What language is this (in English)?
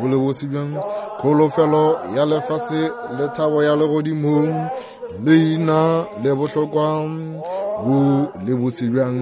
Northern Sotho